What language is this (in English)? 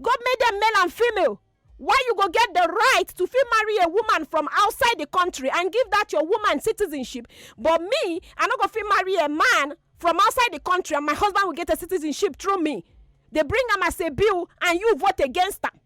Nigerian Pidgin